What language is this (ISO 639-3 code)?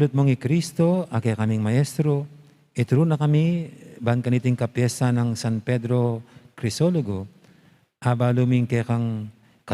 pam